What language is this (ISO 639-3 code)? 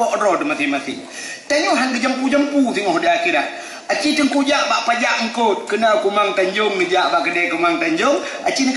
ace